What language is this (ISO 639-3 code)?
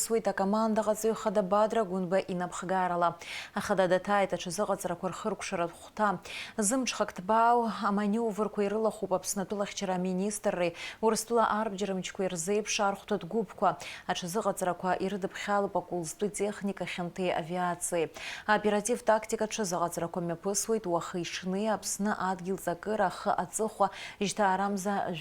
abk